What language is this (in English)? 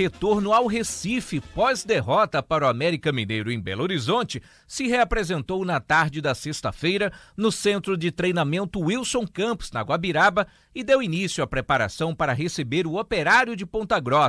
Portuguese